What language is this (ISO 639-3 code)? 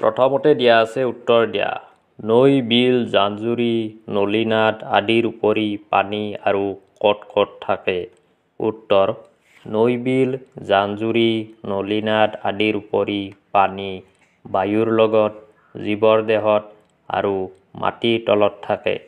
asm